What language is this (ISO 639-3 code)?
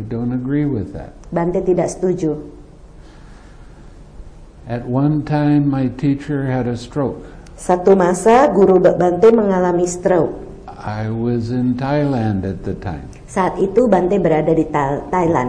ind